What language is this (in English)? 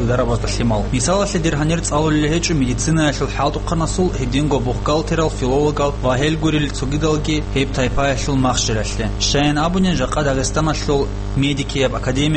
Avaric